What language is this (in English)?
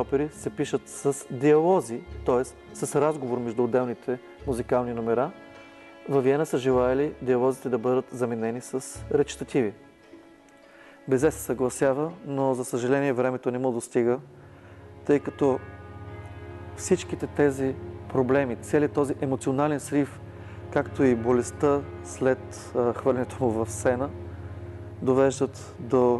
Bulgarian